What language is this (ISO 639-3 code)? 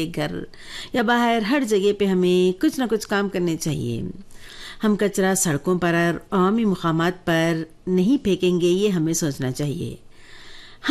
hin